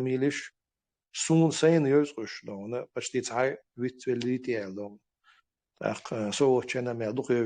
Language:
Chechen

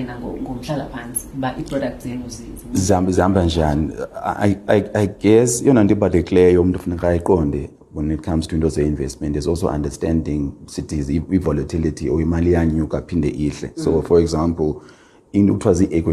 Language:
Xhosa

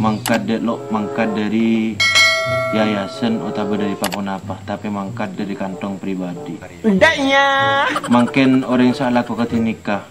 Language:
Madurese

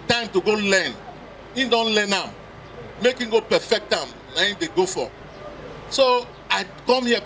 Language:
Nigerian Pidgin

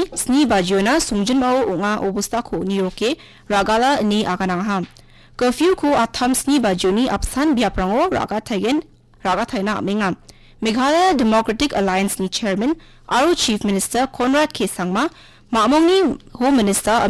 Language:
Garo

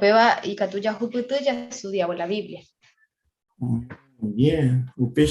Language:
Guarani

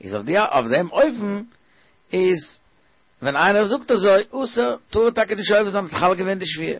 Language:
Yiddish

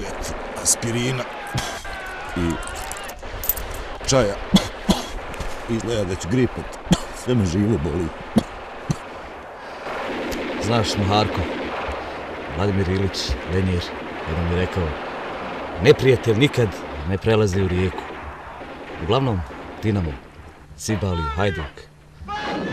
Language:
Bosnian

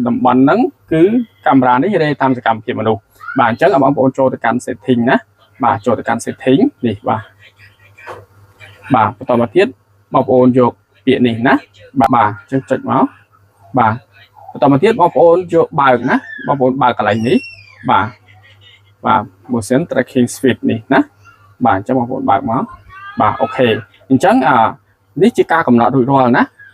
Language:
Khmer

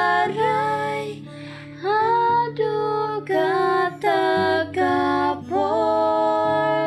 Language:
Khasi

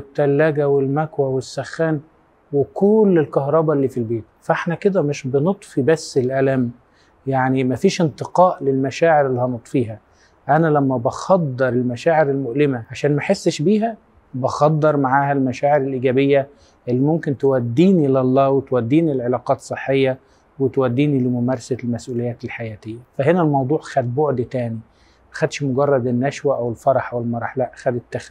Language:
Egyptian Arabic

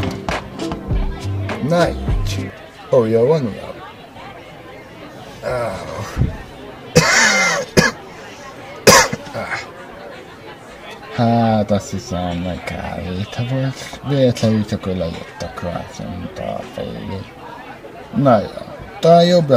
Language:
Hungarian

